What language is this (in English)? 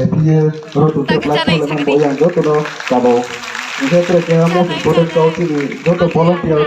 Riang (India)